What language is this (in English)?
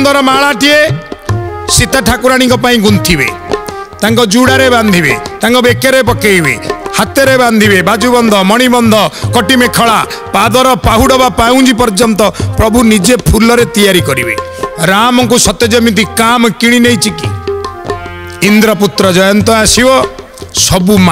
Odia